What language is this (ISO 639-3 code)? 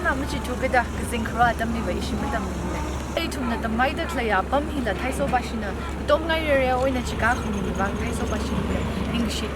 nmf